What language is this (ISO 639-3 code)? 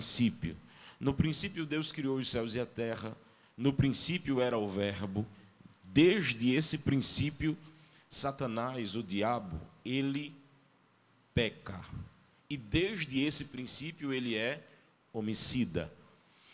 por